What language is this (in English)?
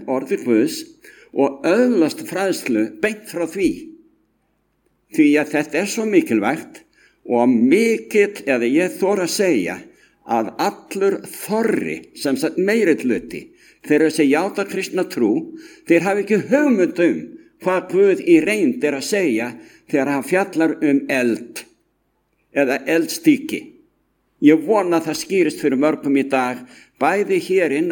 Icelandic